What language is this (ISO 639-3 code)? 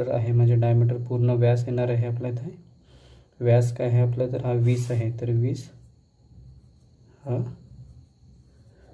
mar